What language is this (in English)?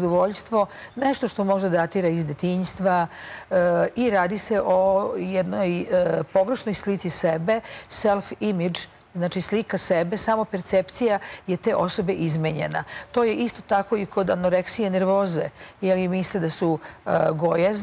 Serbian